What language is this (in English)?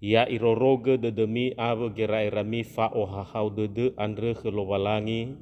Nias